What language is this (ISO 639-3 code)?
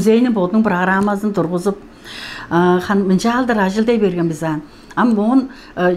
tyv